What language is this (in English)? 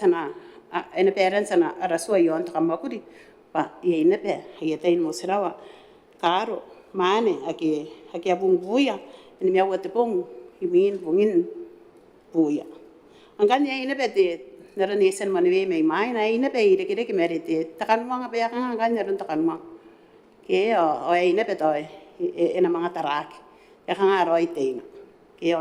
Gilbertese